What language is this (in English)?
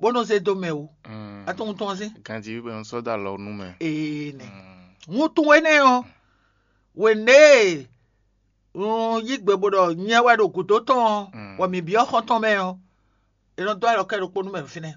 Fon